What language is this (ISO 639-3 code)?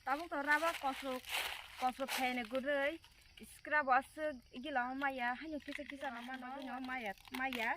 trp